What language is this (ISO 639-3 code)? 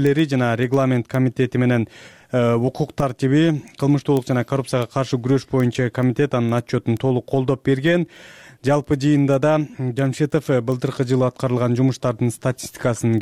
kir